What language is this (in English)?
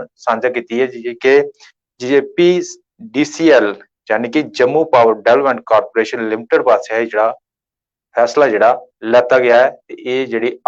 Dogri